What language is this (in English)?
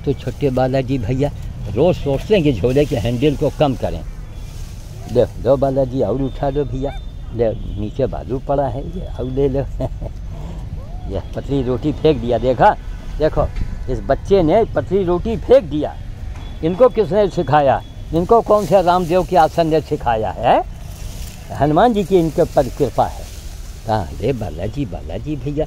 Hindi